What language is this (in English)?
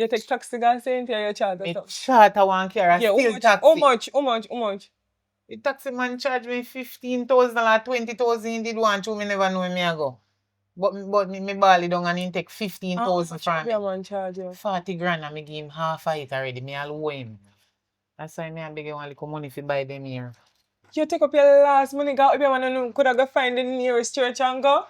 Jamaican Creole English